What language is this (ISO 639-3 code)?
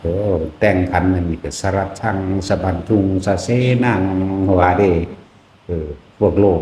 tts